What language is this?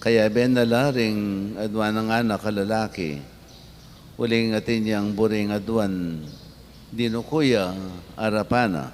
Pampanga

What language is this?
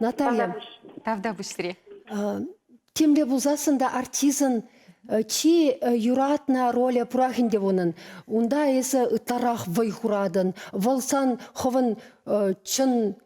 Chuvash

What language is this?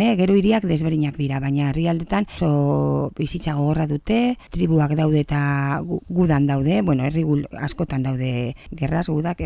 Basque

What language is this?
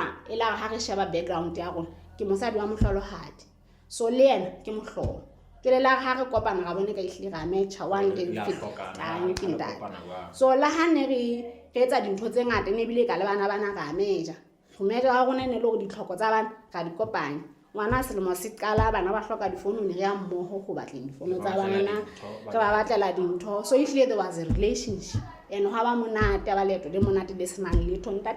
Southern Sotho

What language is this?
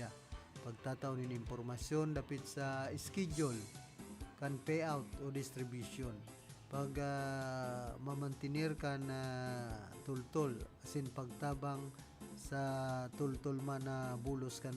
Bikol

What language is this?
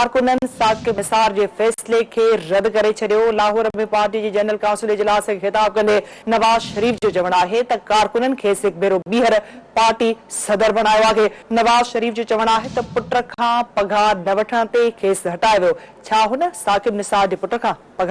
Sindhi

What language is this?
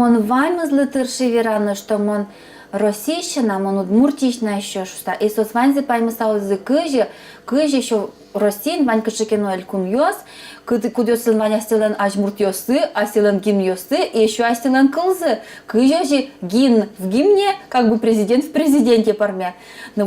Udmurt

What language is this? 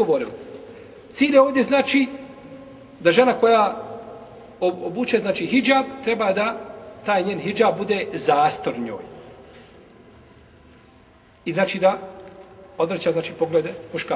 Bosnian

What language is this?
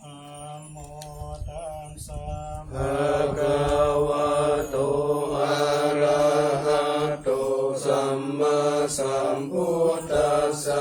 Pali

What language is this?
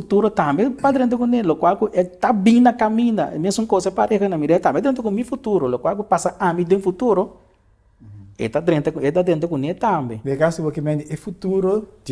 Papiamento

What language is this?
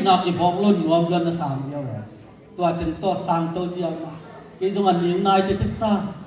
Tedim Chin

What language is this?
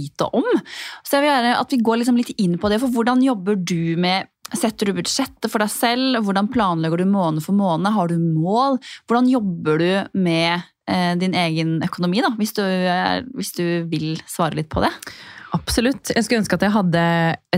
Norwegian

